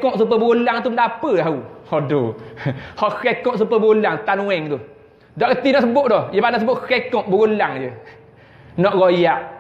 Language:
Malay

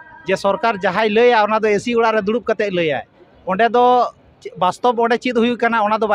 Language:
Santali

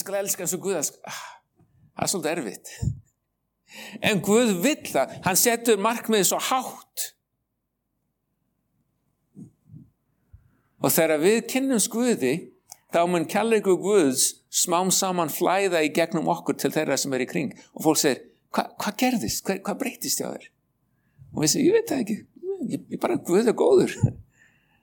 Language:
Icelandic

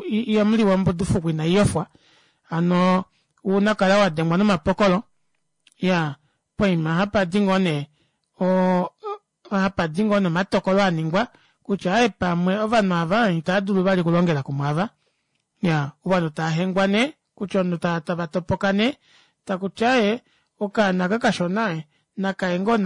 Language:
Kuanyama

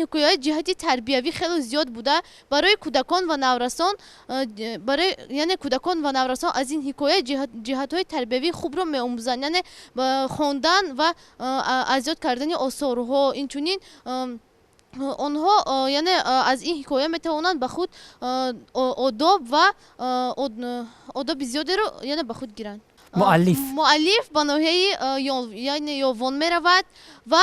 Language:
Tajik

